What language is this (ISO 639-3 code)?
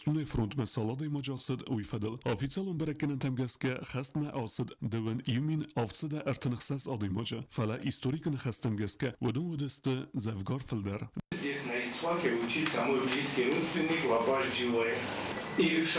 oss